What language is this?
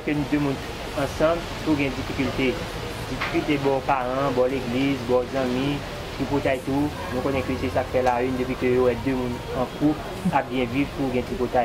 Haitian Creole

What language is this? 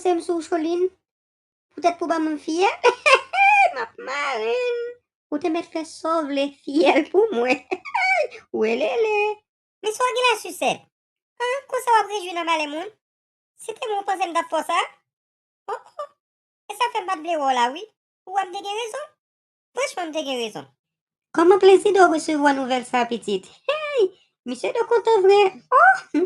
Haitian Creole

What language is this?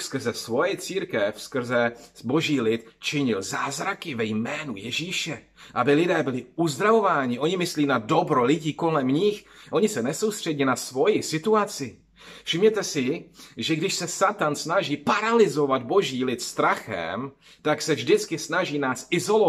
Czech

